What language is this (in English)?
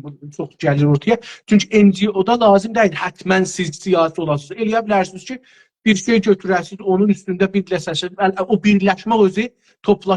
South Azerbaijani